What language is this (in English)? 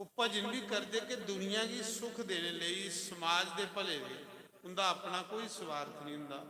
Dogri